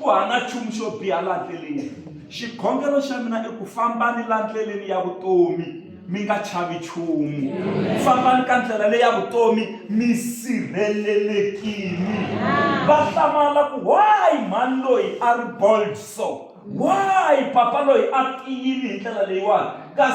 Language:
Tsonga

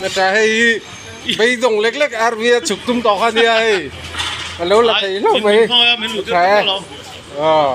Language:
Mizo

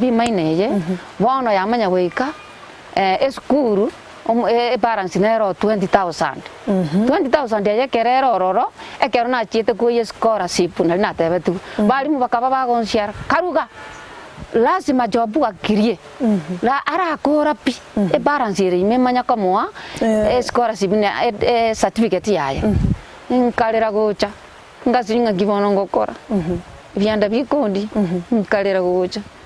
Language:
Gusii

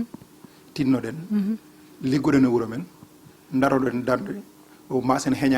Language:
Fula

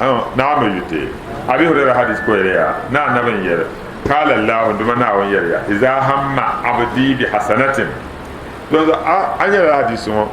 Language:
Dagbani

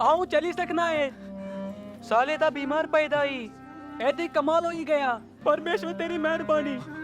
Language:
Dogri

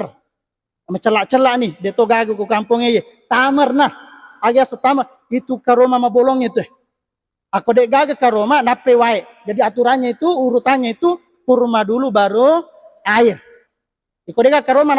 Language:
Buginese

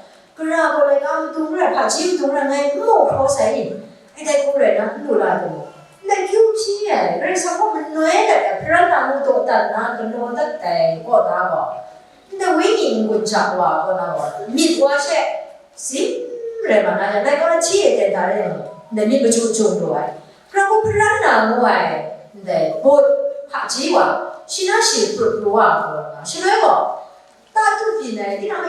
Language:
Kachin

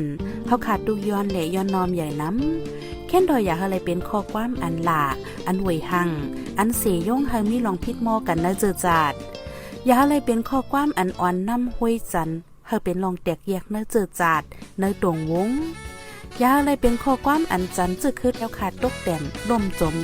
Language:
Shan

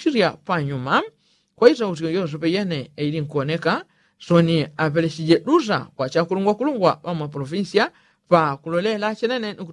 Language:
Yao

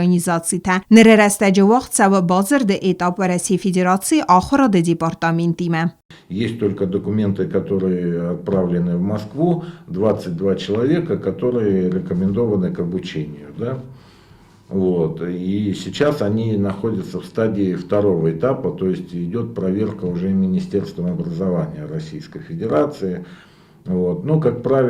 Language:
Ossetic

